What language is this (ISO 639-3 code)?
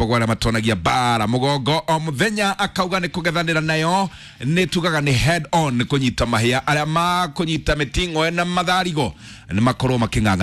kik